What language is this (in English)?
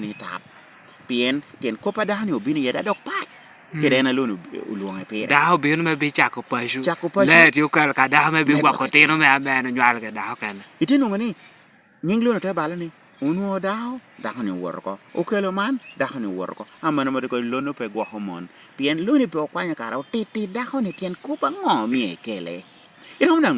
Lango (Uganda)